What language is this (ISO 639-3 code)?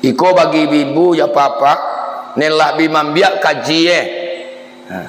min